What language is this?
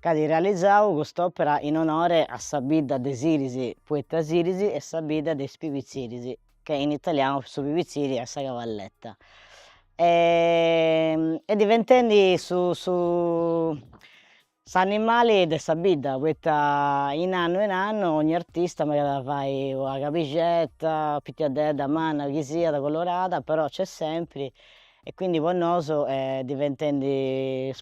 Sardinian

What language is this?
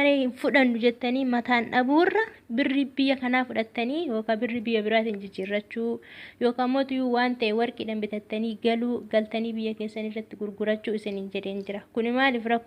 Oromo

